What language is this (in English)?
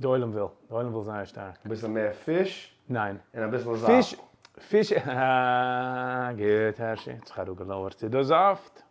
Yiddish